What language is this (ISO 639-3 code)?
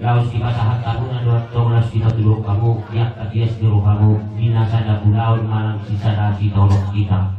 bbc